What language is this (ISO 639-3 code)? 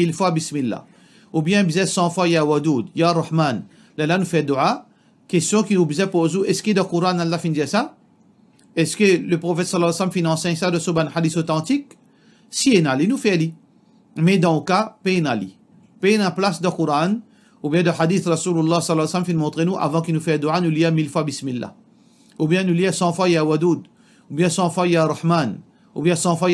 mfe